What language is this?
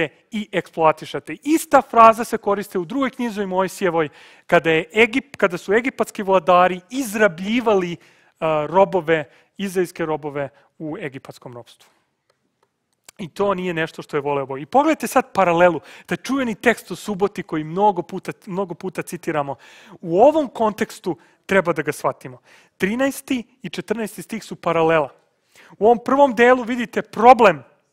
Serbian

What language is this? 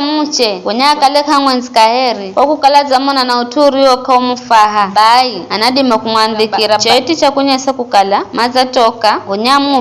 Giryama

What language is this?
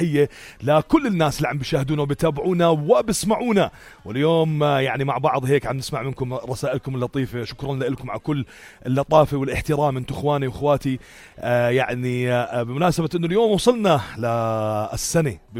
North Levantine Arabic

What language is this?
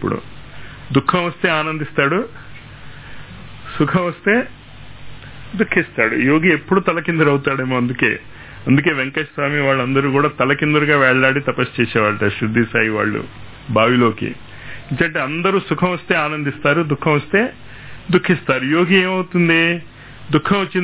Telugu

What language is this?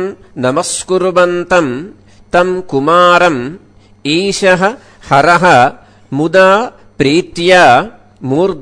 Sanskrit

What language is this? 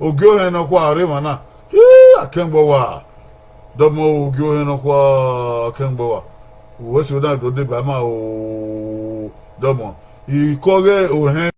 Bini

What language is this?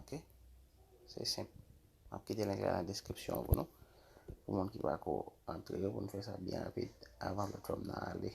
Haitian Creole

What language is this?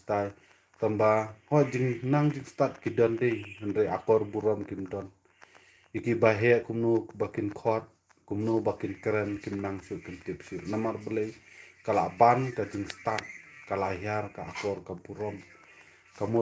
Khasi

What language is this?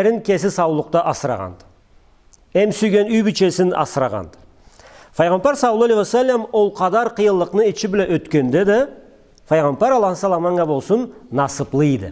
Karachay-Balkar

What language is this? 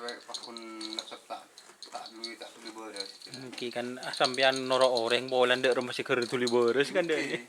Madurese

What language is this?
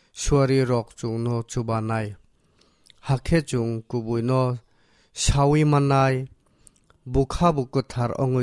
Kok Borok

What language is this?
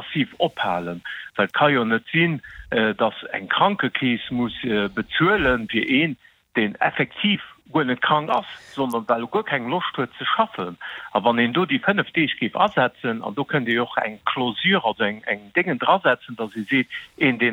Luxembourgish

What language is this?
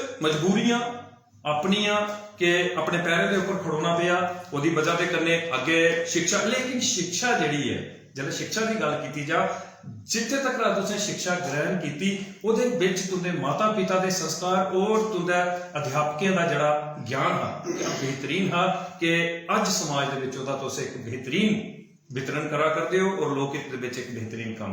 Dogri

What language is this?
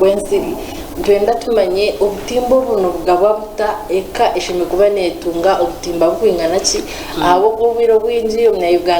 Nyankole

